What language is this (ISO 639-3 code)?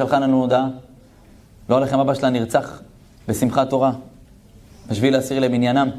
heb